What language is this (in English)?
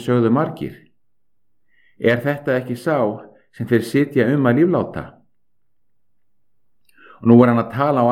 Icelandic